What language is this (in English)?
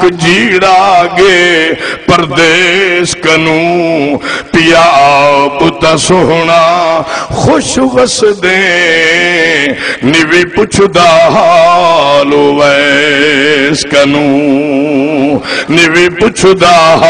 Saraiki